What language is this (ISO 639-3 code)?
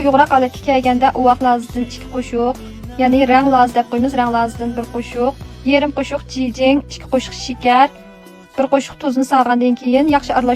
uig